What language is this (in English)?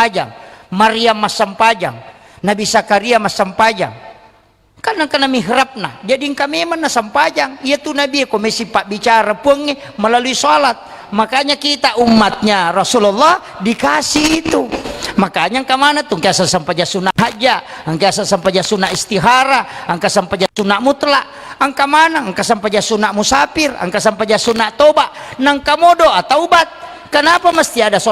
Buginese